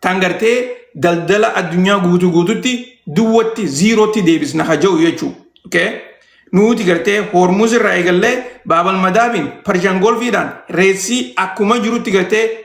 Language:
Oromo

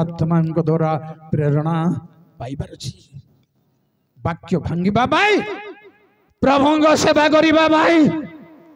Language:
Odia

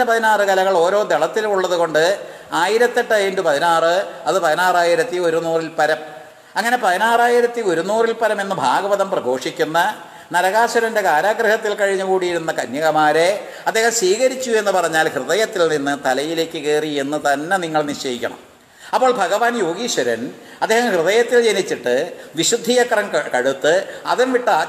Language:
Malayalam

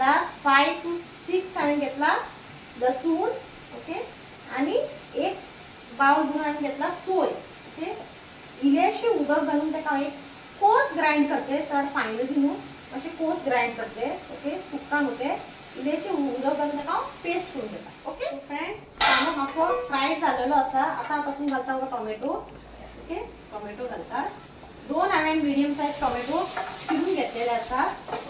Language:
Konkani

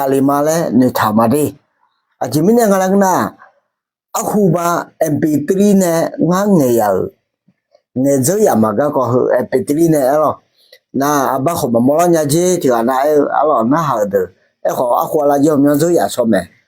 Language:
Akha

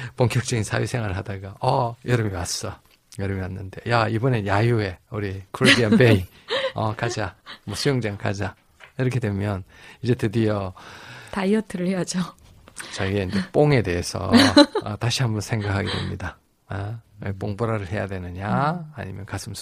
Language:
Korean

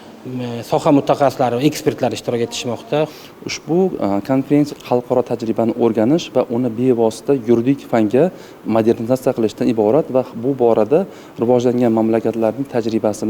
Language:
Uzbek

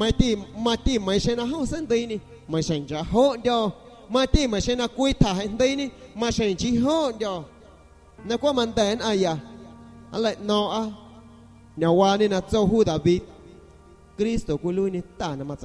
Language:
San Pedro Amuzgos Amuzgo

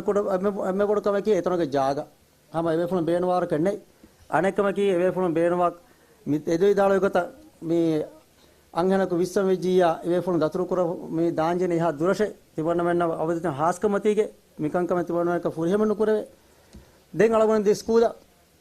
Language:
Divehi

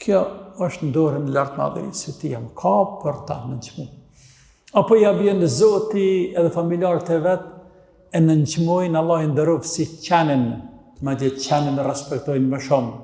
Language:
Albanian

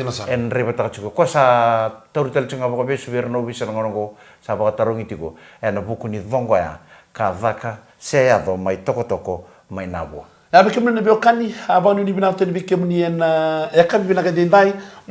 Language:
Fijian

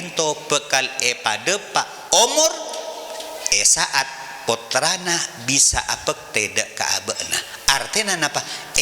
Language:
Madurese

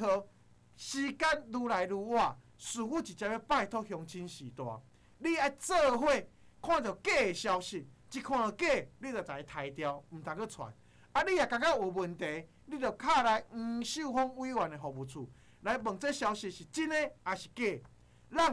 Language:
Min Nan Chinese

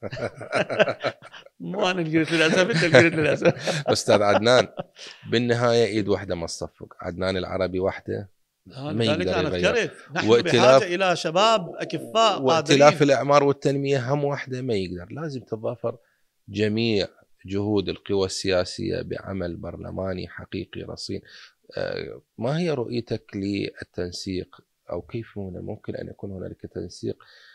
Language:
Mesopotamian Arabic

